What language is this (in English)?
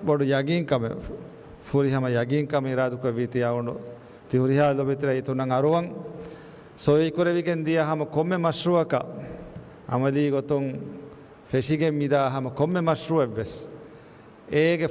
Divehi